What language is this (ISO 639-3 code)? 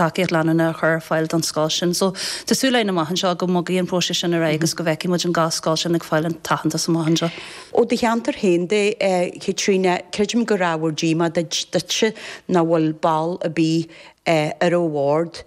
gle